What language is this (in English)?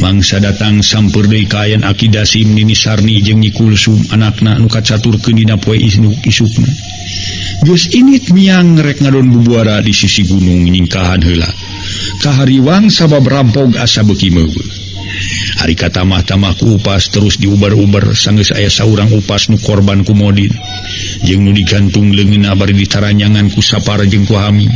Sundanese